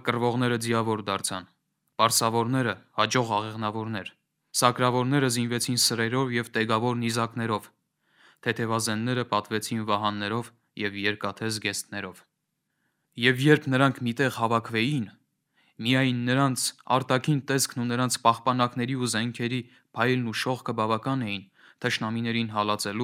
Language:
Armenian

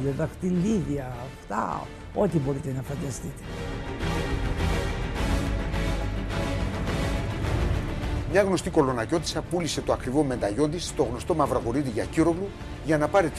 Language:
Greek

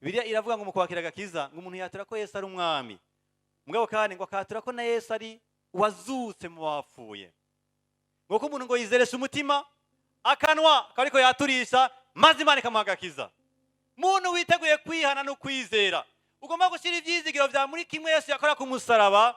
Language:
Rundi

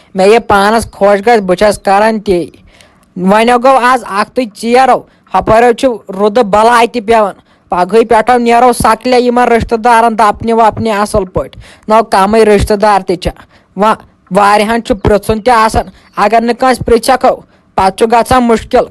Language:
Kashmiri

